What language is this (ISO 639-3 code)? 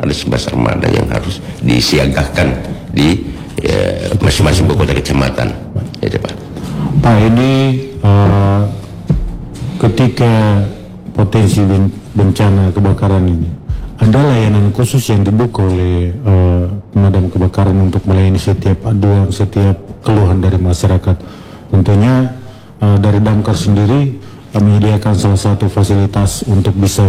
ind